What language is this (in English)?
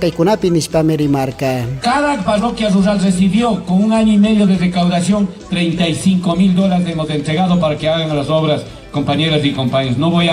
Chimborazo Highland Quichua